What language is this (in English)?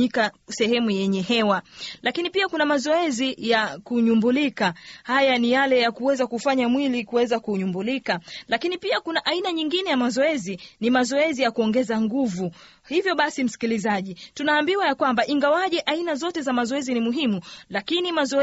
Swahili